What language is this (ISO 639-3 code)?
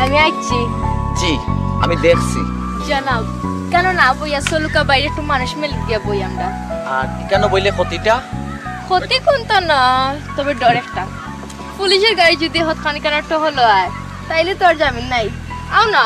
syl